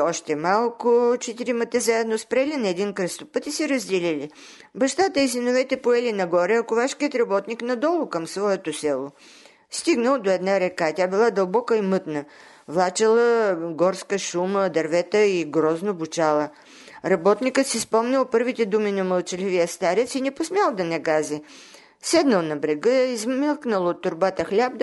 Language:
Bulgarian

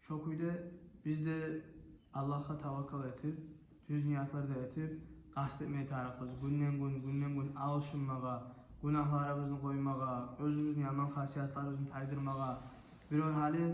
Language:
Kumyk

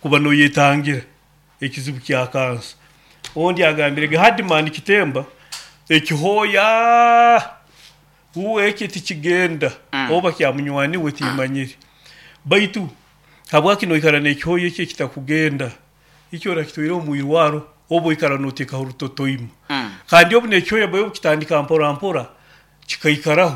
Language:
Nyoro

